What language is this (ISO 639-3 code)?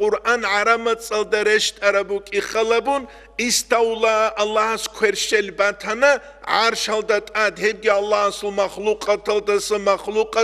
ava